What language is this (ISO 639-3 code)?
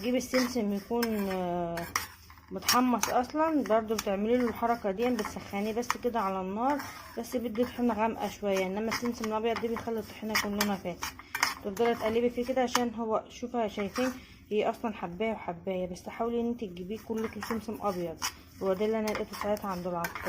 arz